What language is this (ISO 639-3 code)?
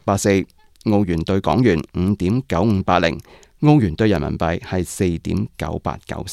yue